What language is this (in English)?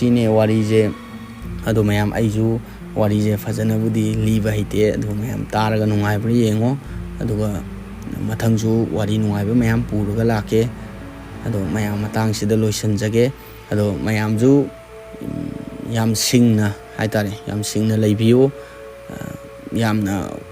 Manipuri